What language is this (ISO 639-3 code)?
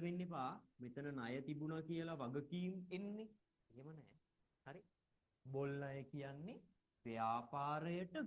sin